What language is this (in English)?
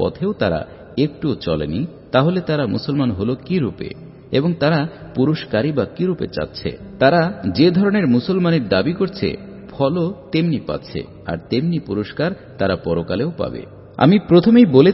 Bangla